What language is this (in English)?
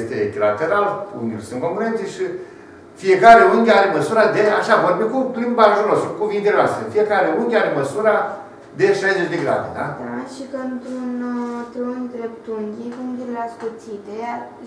Romanian